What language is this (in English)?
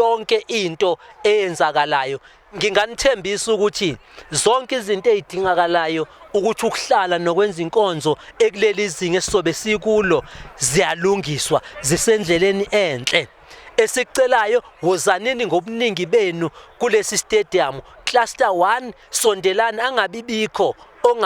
Zulu